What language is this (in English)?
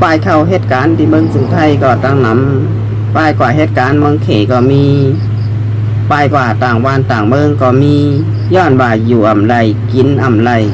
Shan